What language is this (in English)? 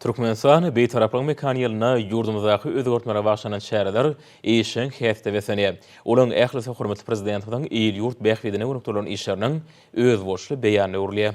Turkmen